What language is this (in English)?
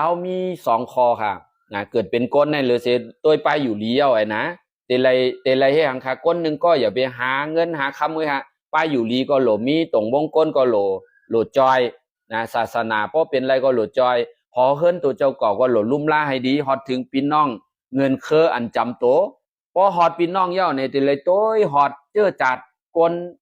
Shan